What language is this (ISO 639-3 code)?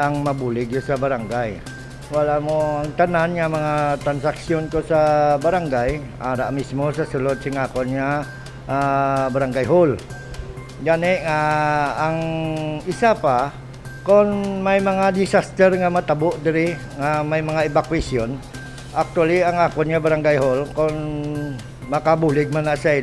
hil